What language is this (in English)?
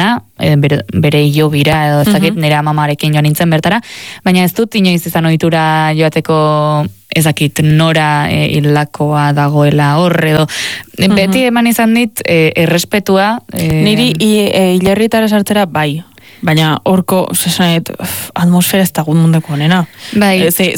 Basque